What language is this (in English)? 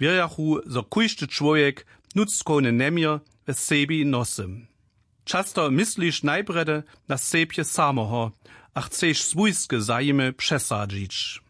Upper Sorbian